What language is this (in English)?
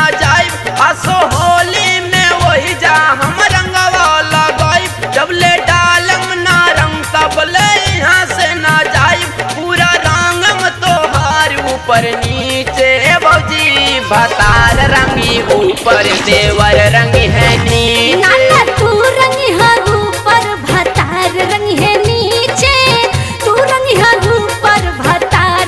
Bhojpuri